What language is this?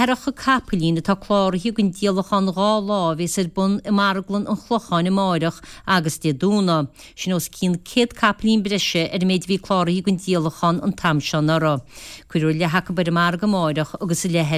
Irish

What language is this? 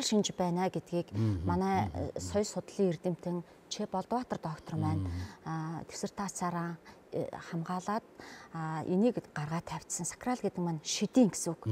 Mongolian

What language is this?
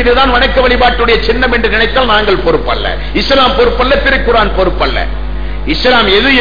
Tamil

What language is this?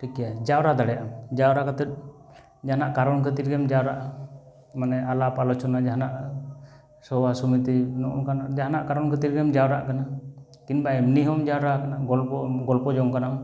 Santali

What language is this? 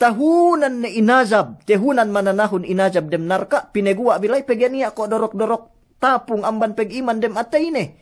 Yakan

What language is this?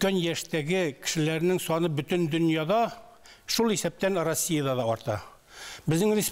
Tatar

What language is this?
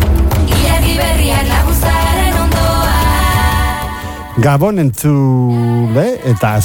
Basque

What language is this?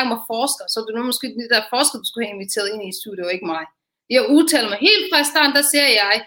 Danish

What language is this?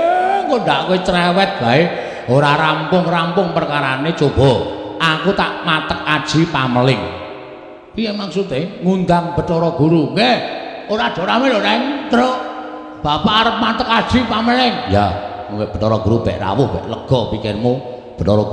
Javanese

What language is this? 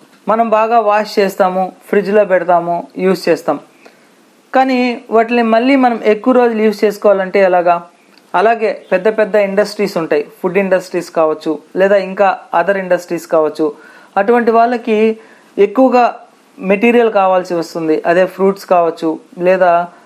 Telugu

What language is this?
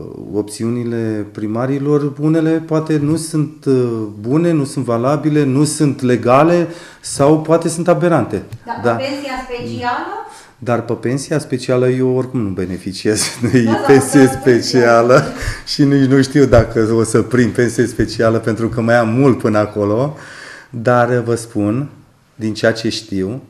Romanian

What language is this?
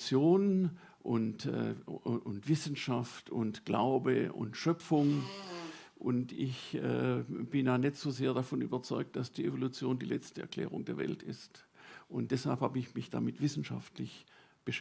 Swiss German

